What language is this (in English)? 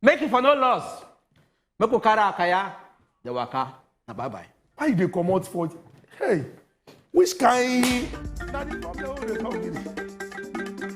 Nigerian Pidgin